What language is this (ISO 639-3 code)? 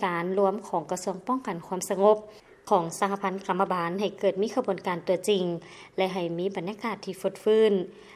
lao